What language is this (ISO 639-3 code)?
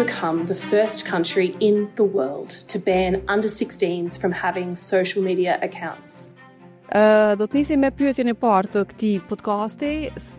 sqi